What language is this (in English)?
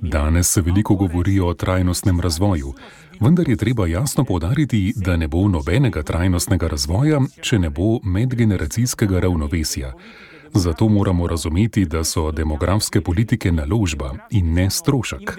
Slovenian